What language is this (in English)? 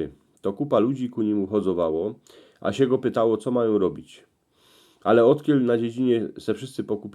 Silesian